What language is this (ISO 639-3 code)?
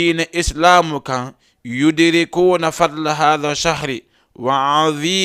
ful